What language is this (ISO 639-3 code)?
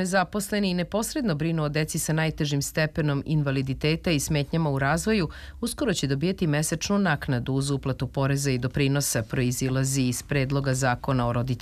srp